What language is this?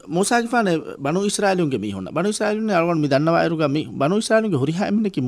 Divehi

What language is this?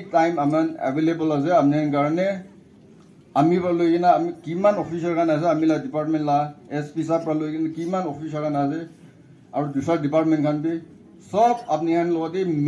Naga Pidgin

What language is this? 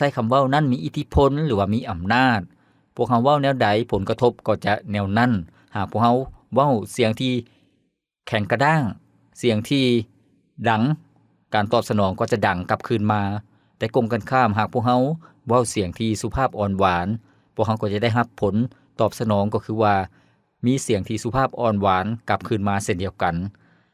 Lao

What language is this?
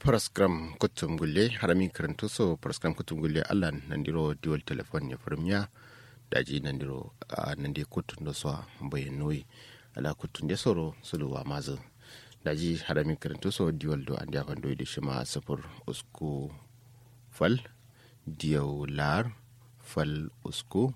Kanuri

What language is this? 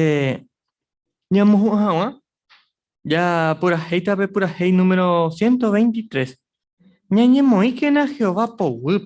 Guarani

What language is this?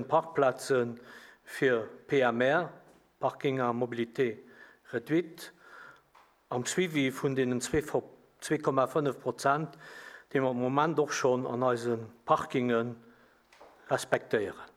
Luxembourgish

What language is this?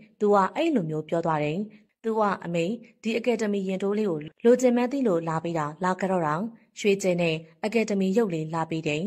Burmese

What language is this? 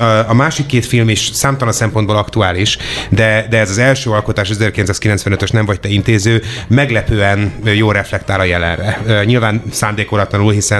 Hungarian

